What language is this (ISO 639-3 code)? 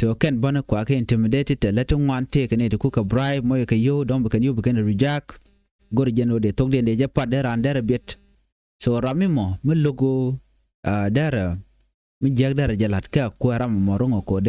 nus